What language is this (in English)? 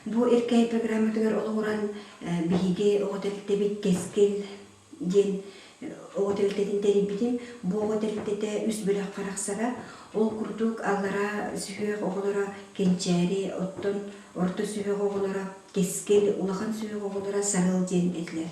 Yakut